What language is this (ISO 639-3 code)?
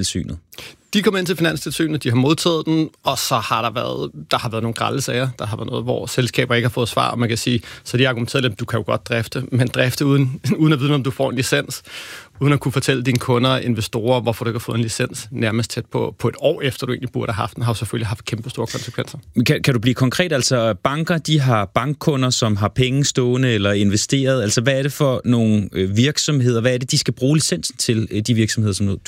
dan